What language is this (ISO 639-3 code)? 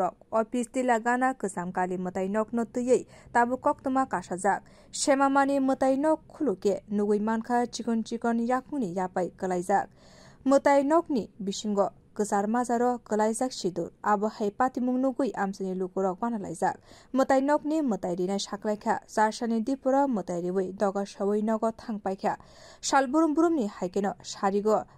trp